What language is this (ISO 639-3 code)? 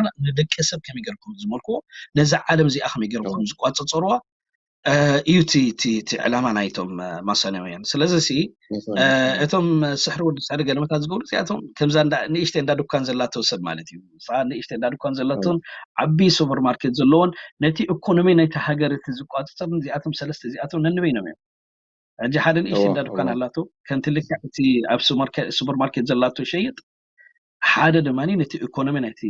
tir